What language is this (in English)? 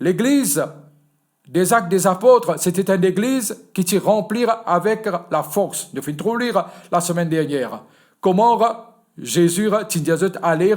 Morisyen